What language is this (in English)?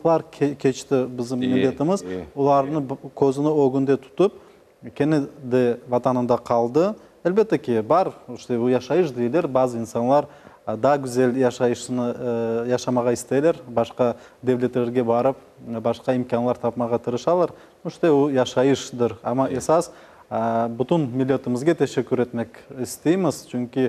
Crimean Tatar